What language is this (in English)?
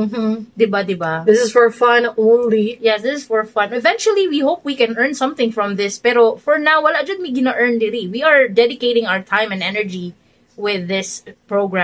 Cebuano